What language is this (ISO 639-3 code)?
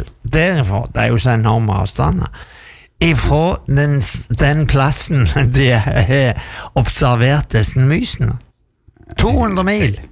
nor